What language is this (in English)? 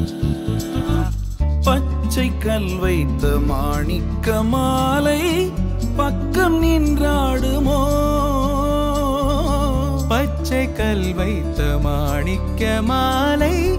Tamil